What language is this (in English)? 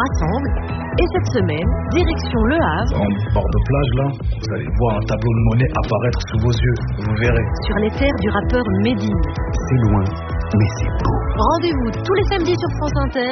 French